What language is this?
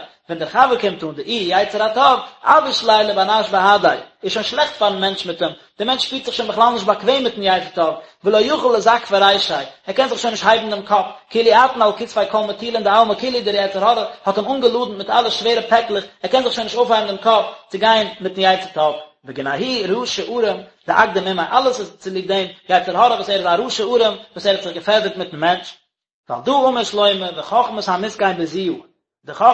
Yiddish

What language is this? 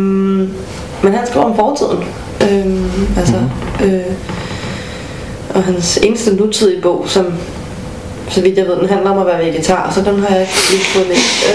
Danish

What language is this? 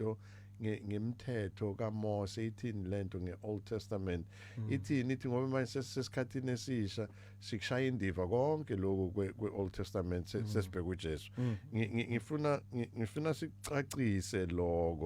Zulu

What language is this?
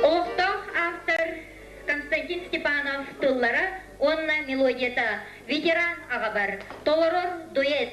Yakut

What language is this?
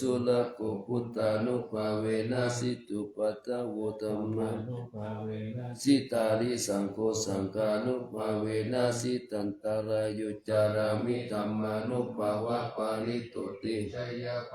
Pali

